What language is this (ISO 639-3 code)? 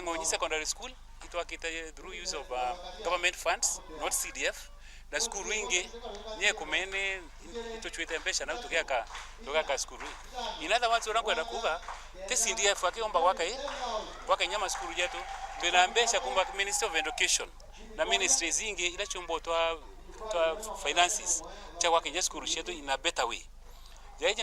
mer